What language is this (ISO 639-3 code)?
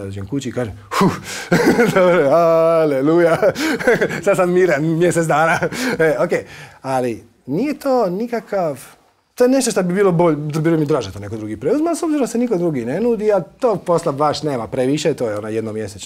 hrv